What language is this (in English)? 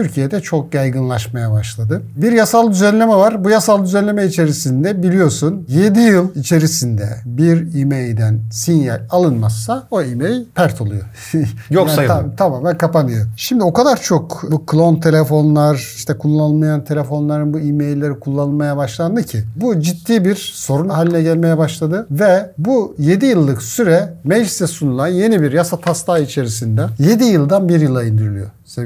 Turkish